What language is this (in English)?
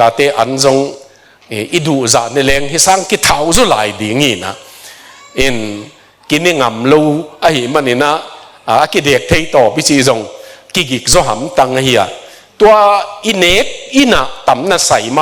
Tedim Chin